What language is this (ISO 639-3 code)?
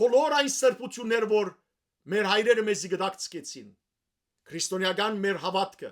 hyw